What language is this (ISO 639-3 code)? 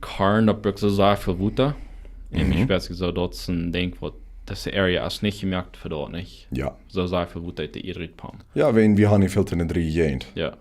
pdt